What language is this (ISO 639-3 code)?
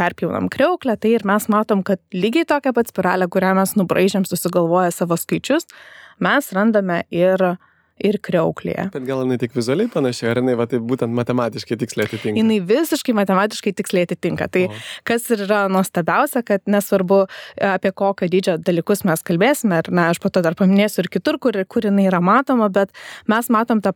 lit